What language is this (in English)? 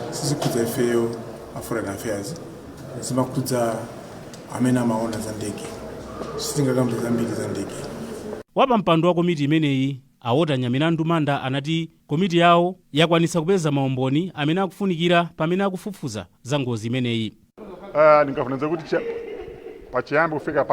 Nyanja